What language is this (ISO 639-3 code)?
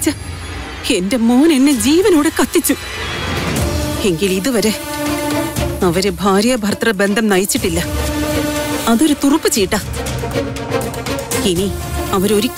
mal